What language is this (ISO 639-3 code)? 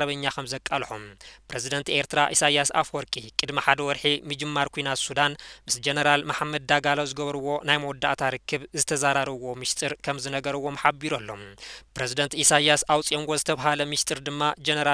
tir